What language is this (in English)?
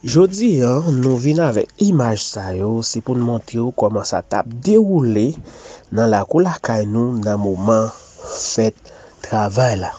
Haitian Creole